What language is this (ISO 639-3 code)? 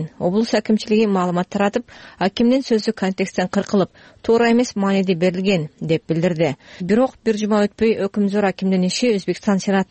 kir